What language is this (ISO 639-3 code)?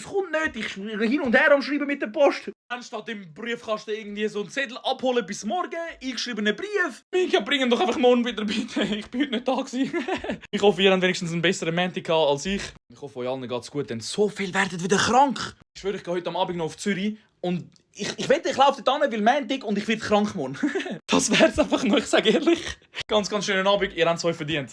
gsw